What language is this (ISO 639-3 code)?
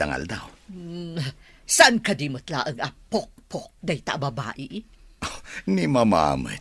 ilo